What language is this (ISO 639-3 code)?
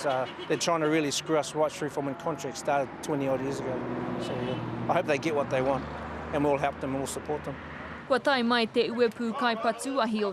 mri